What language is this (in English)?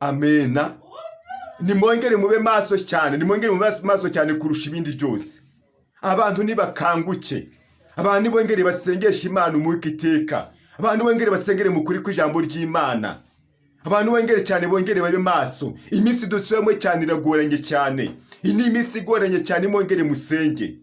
Kinyarwanda